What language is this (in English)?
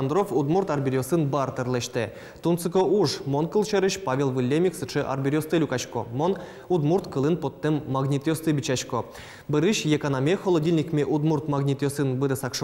Udmurt